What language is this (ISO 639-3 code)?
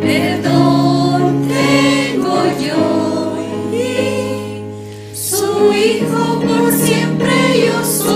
aym